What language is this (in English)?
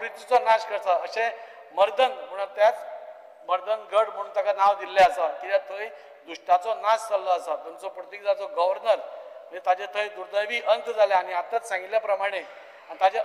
Konkani